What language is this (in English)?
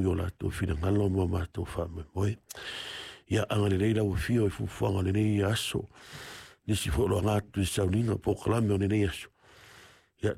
Samoan